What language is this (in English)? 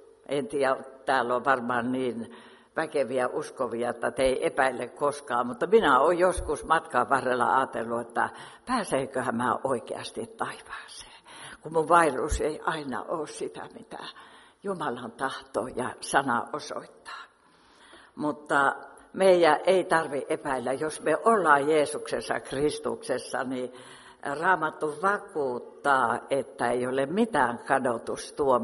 Finnish